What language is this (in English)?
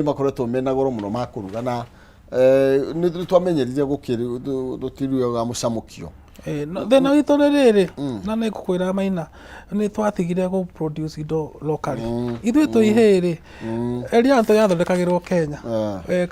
Kikuyu